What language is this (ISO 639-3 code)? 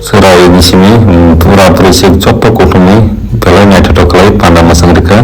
trp